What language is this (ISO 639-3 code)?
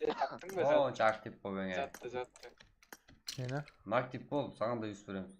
kaa